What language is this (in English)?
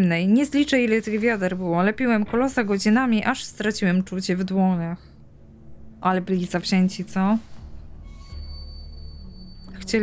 Polish